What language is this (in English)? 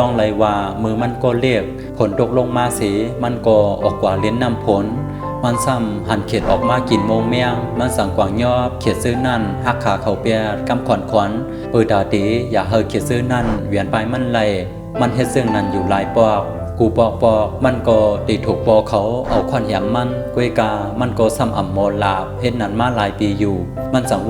Shan